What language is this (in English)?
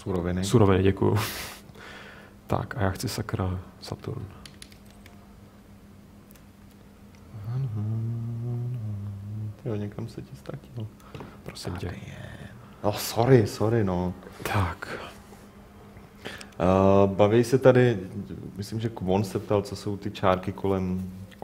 Czech